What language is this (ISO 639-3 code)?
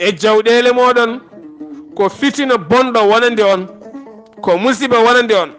ful